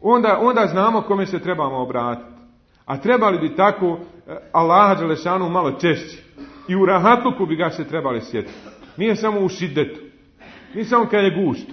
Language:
Bosnian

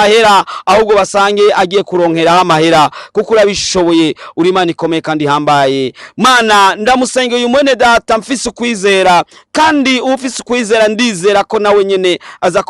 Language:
Rundi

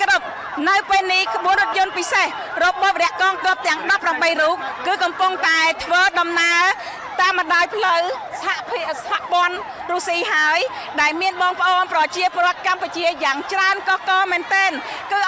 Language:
Khmer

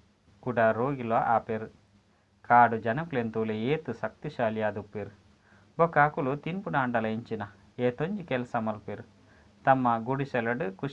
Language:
Tulu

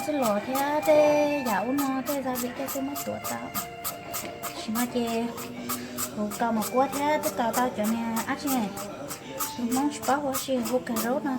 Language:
Hmong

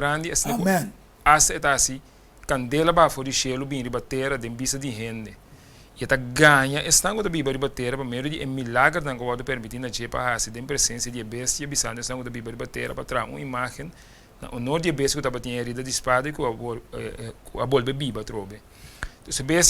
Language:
Papiamento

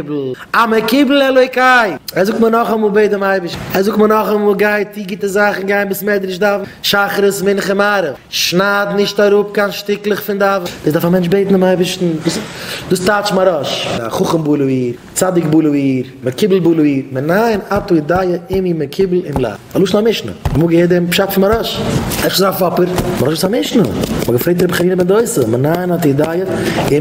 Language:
Yiddish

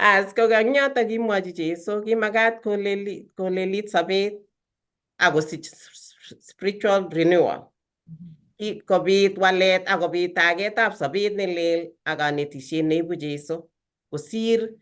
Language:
Kalenjin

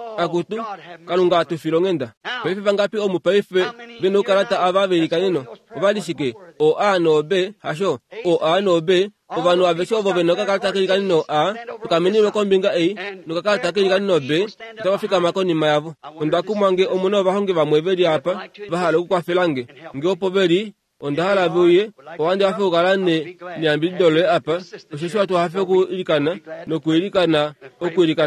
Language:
Kuanyama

